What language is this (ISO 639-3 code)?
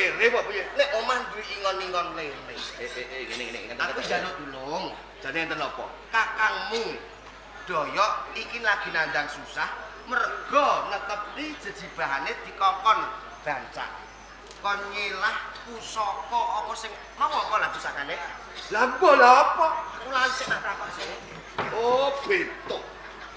jav